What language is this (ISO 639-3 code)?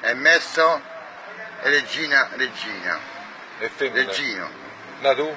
nap